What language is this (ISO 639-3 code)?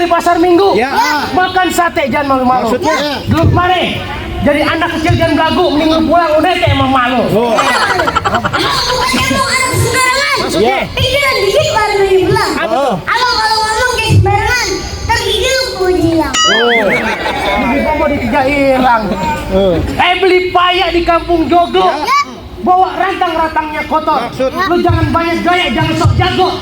bew